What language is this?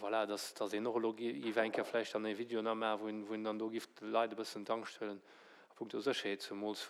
Luxembourgish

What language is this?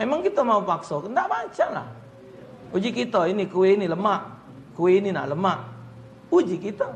Musi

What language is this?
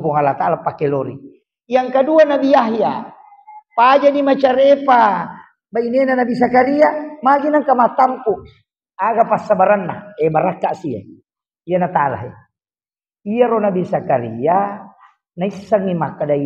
Buginese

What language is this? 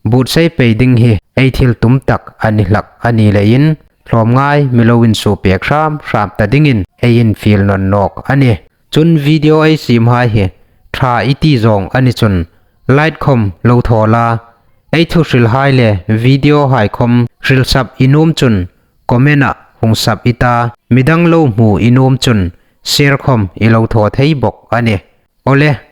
Hmar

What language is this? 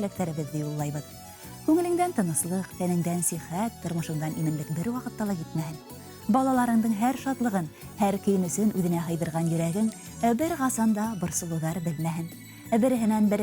Bashkir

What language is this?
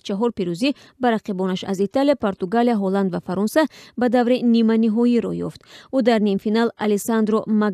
Tajik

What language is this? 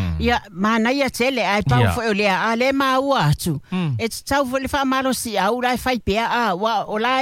Samoan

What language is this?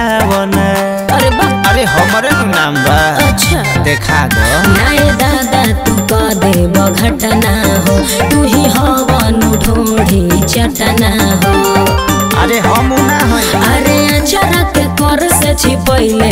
Bhojpuri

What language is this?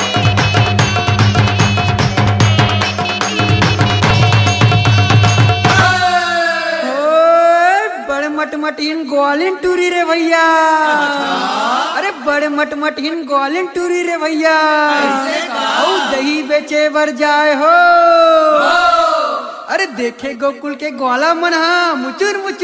Chhattisgarhi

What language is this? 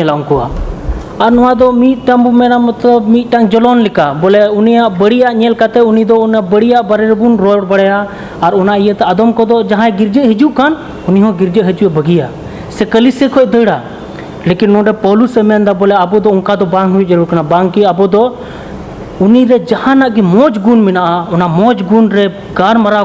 Santali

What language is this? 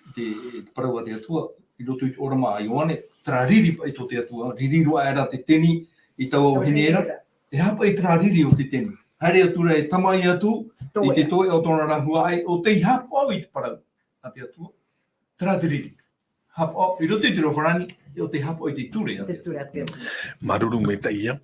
Tahitian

